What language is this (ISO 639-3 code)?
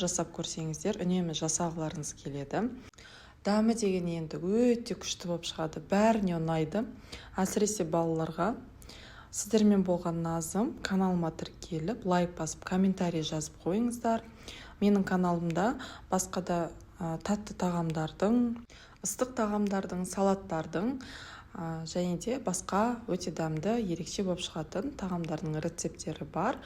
kaz